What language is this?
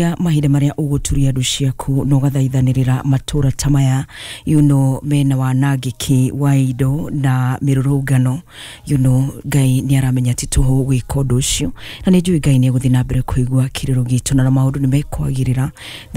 Kikuyu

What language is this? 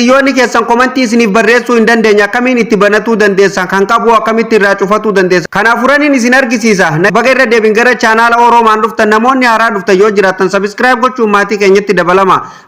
Oromo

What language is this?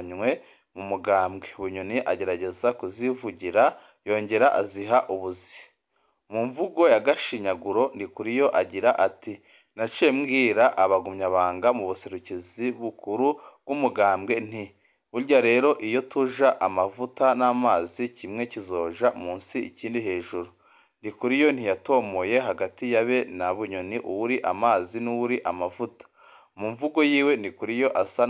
Rundi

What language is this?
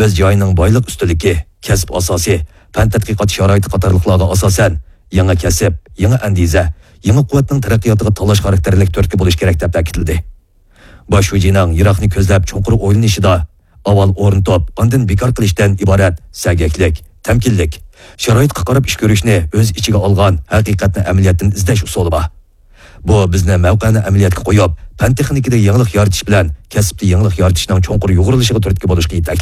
Uyghur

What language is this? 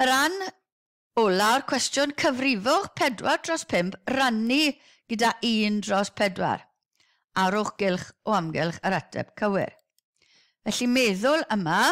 Welsh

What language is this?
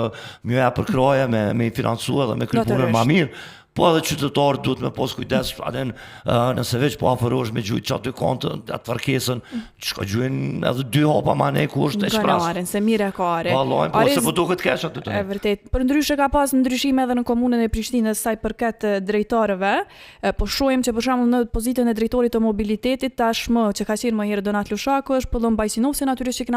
Albanian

